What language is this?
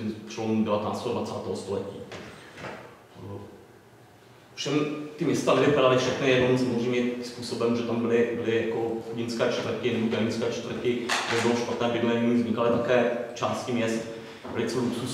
Czech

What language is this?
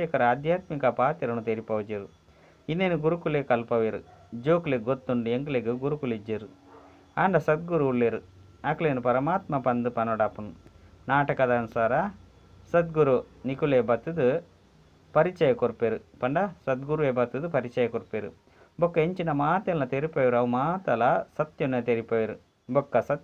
Tulu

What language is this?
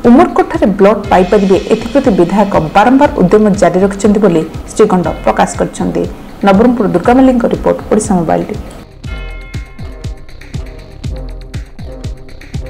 Odia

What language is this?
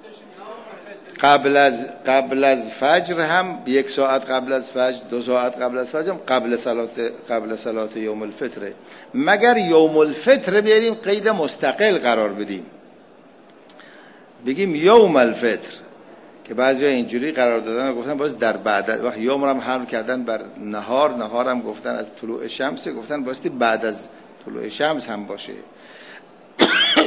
Persian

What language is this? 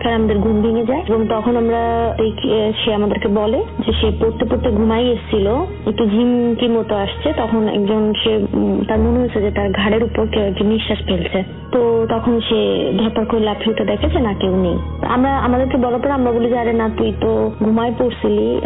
Bangla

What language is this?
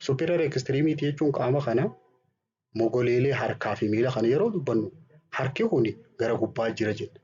Oromo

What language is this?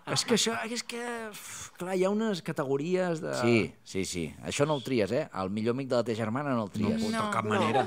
Catalan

